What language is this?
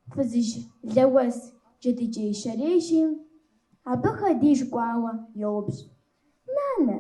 Kabardian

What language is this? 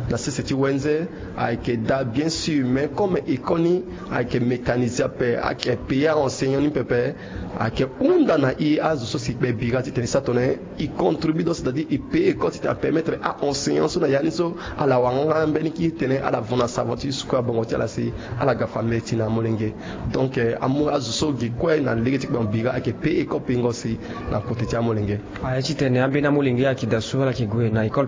Sango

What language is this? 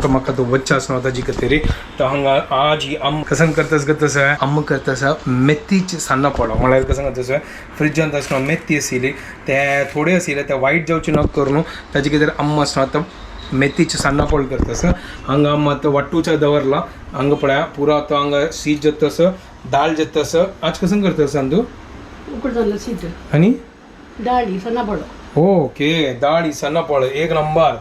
Konkani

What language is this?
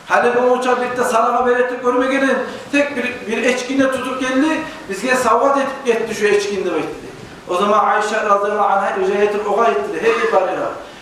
Kumyk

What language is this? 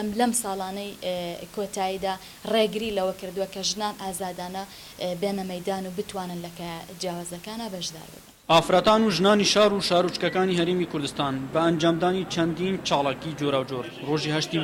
Central Kurdish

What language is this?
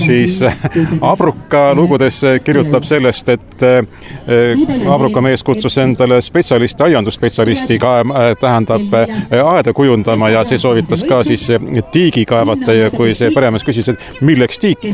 Estonian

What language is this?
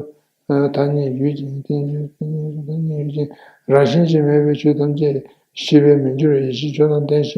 Tibetan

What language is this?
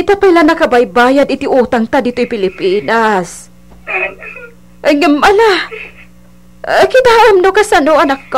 Iloko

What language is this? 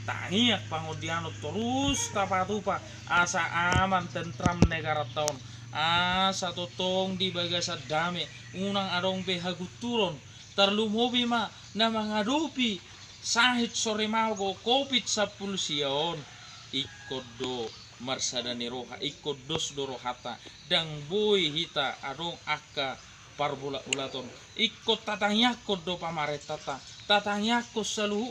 Batak Toba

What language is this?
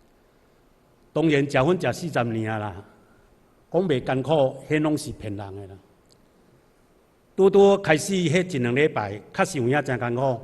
Min Nan Chinese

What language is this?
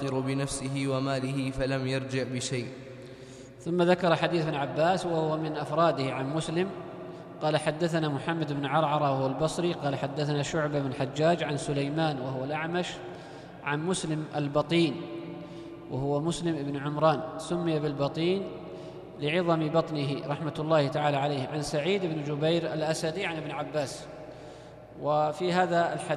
Arabic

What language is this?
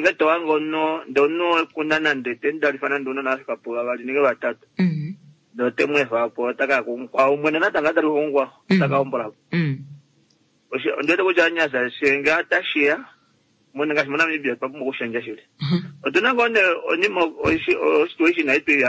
Kuanyama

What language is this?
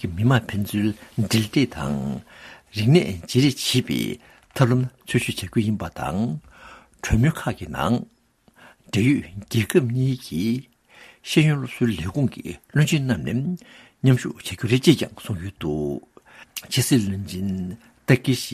Tibetan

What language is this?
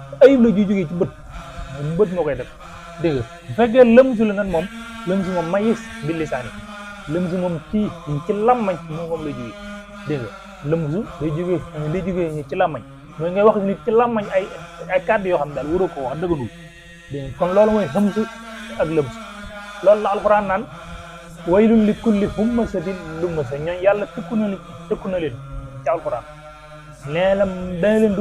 Wolof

